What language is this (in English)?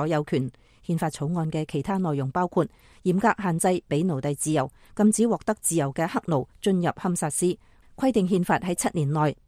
Cantonese